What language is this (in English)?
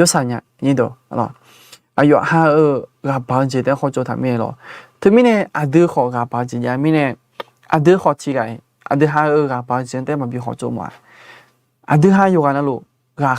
Akha